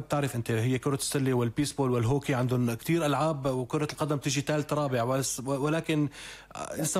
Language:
North Levantine Arabic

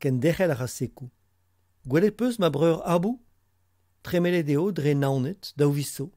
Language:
Breton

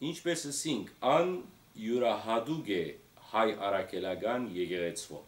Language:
Western Armenian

